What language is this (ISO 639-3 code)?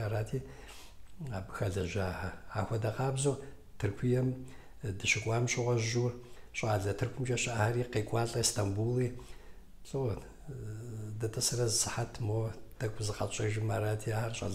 kbd